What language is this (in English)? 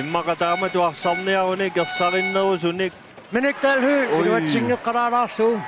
Kalaallisut